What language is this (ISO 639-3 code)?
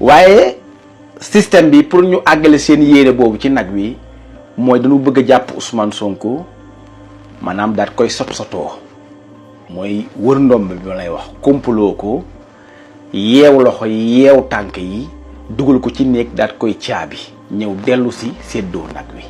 wol